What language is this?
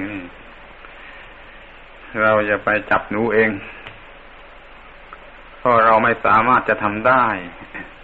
Thai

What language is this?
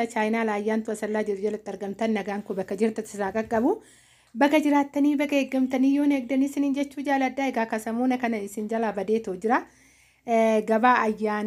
Oromo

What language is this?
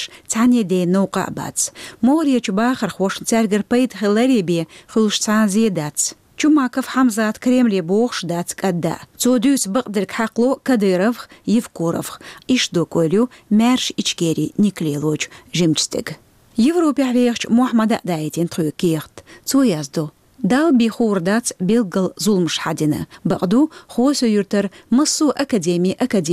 Chechen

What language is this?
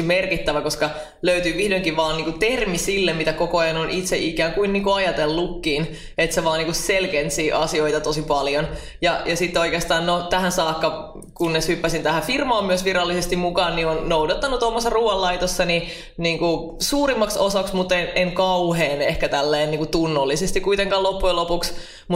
Finnish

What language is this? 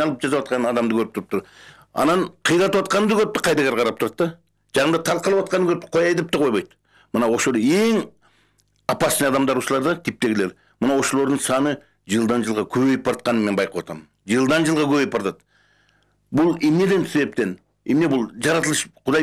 Kyrgyz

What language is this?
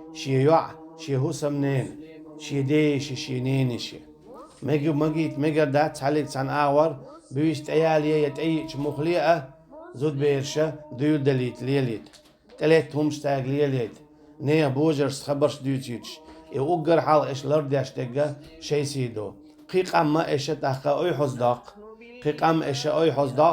Chechen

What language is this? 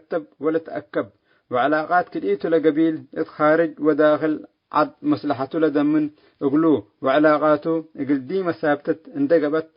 Tigre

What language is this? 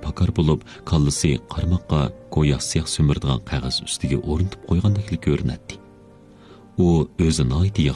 Uyghur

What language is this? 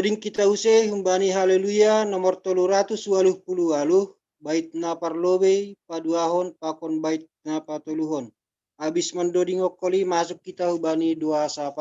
Batak Simalungun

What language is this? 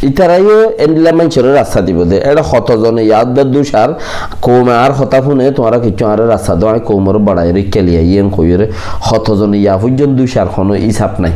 Rohingya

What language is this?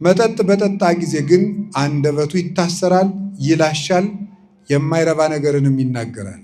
Amharic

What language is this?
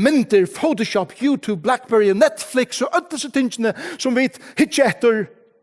Faroese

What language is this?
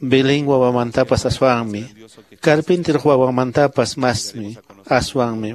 Quechua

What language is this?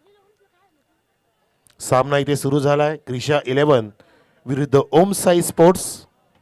Marathi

